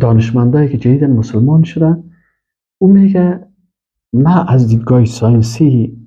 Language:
Persian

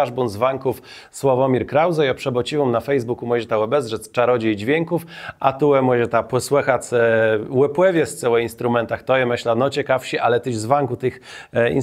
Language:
Kashubian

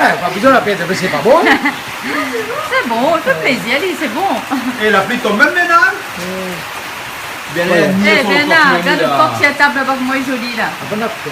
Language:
Réunion Creole French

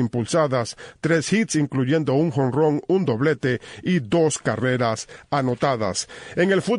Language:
Spanish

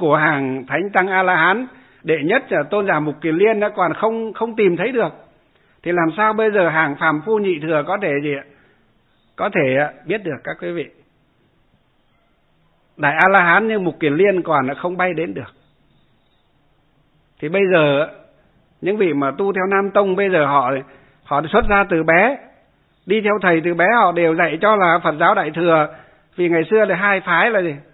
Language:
Vietnamese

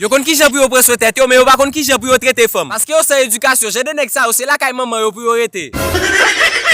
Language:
Haitian Creole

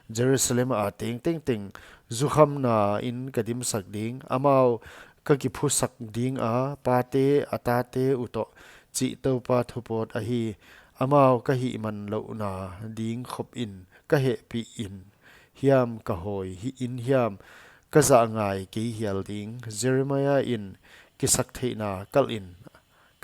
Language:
Paite Chin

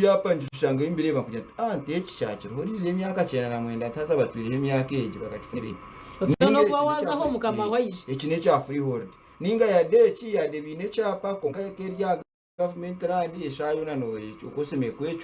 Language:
Nyankole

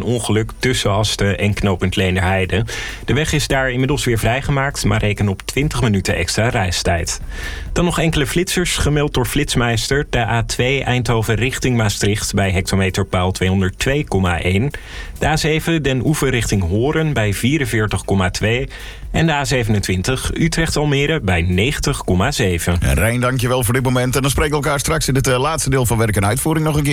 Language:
Dutch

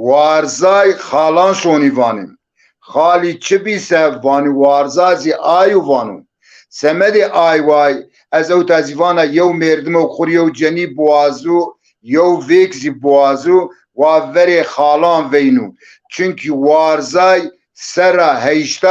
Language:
Zaza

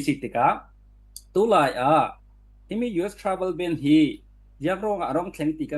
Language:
Falam Chin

